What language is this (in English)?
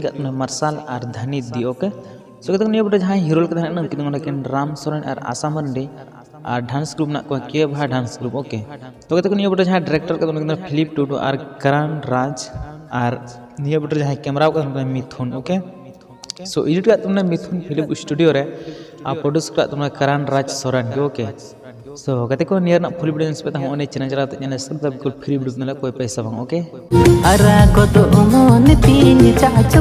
Santali